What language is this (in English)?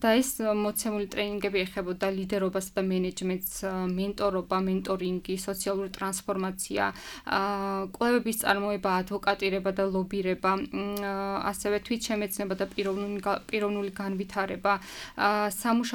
Georgian